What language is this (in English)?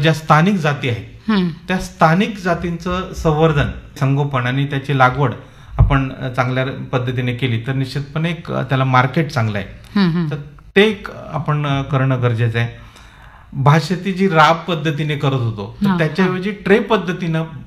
Marathi